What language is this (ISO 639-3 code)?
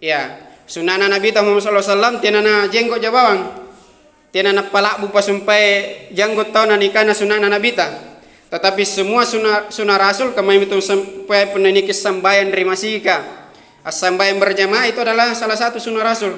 mak